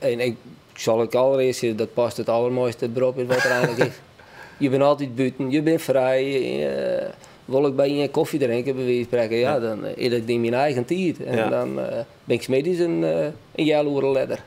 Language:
Western Frisian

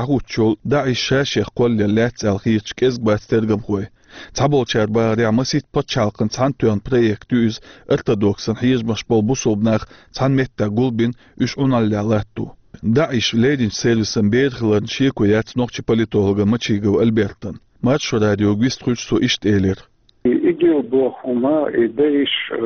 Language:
Chechen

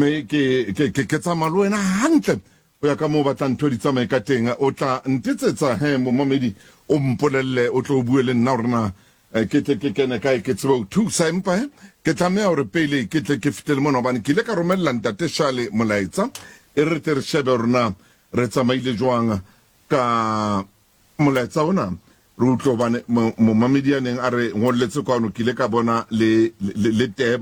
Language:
Southern Sotho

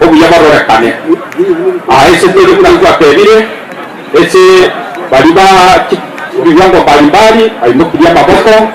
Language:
Gusii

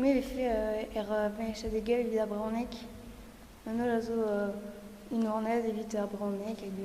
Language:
Breton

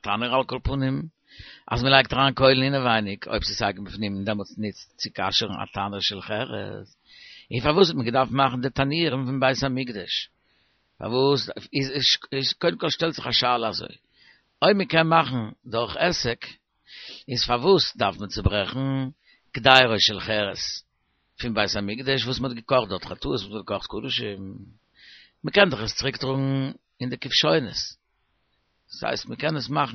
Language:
Yiddish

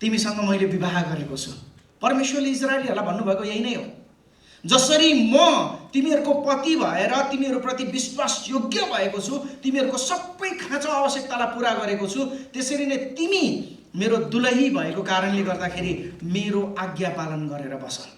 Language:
Nepali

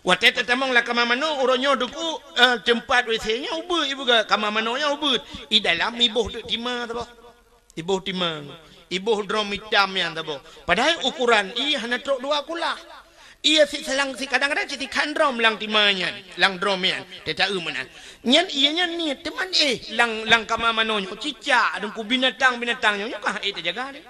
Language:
Achinese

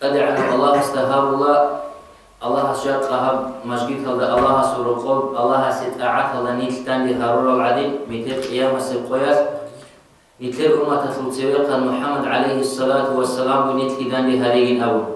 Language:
Avaric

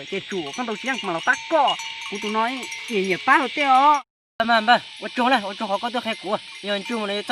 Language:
Hmong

